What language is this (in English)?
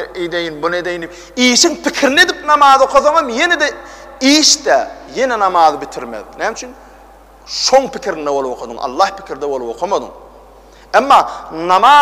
Turkmen